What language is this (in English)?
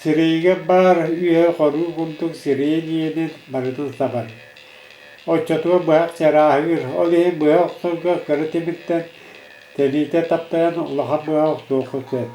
Yakut